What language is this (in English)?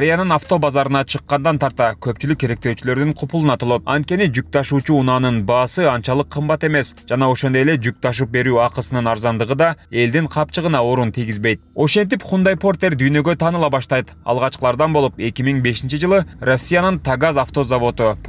Kyrgyz